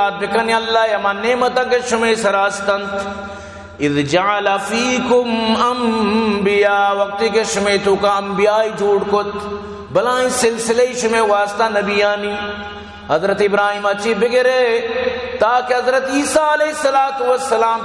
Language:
Eastern Balochi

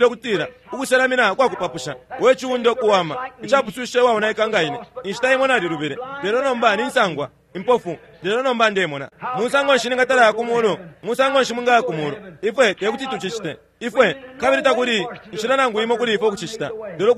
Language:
Bemba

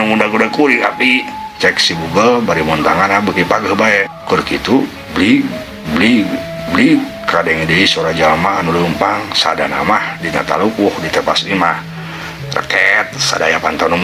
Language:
Sundanese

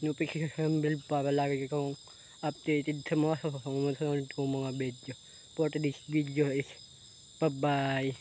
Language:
Waray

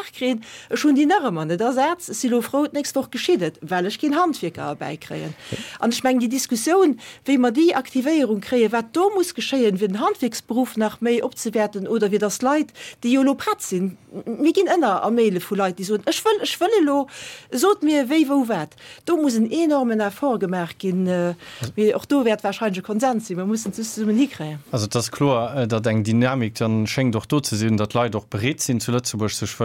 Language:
Luxembourgish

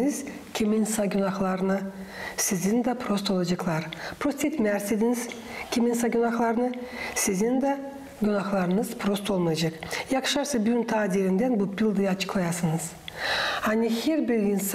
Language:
Gagauz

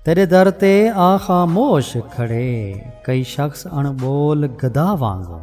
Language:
Saraiki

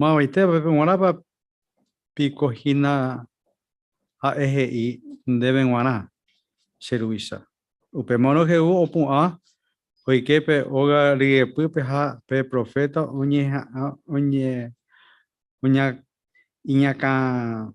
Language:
Guarani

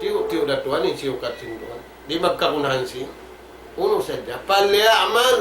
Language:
Tausug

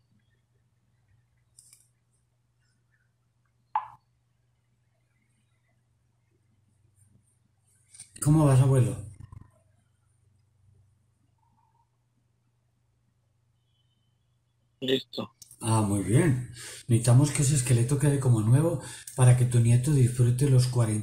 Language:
Spanish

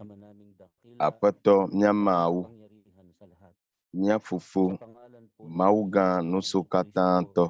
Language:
Ewe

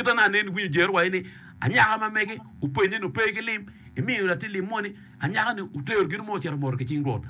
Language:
Acoli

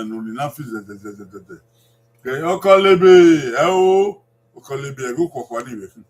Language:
Bini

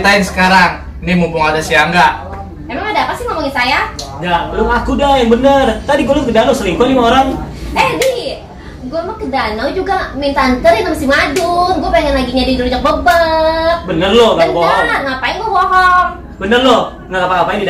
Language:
Betawi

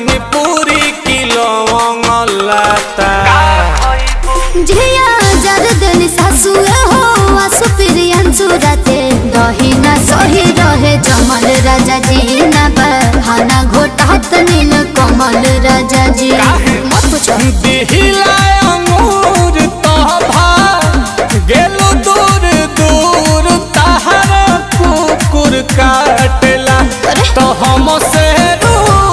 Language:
Bhojpuri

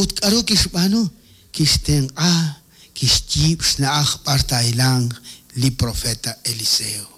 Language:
Kekchí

